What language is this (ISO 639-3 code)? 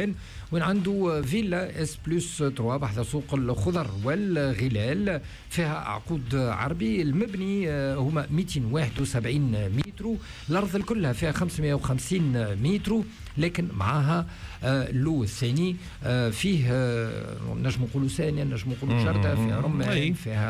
aeb